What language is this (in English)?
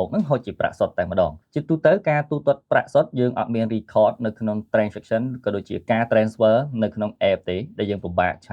Khmer